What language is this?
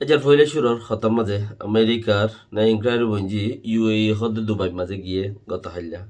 Rohingya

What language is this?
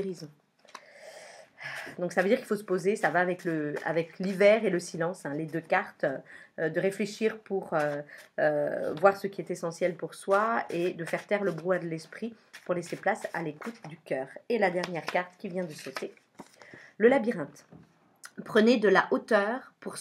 French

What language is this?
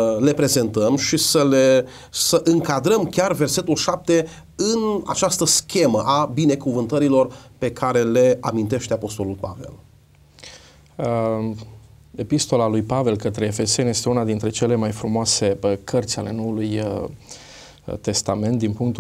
Romanian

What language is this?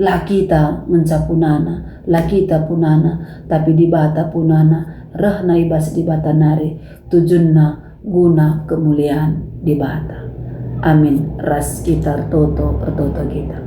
Batak Karo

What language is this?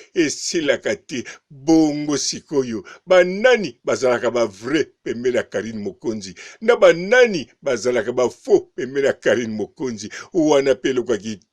Lingala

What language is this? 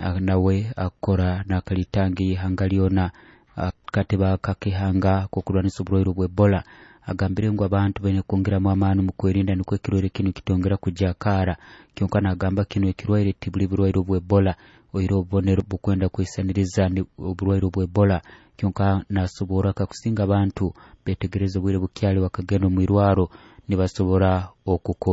Nyoro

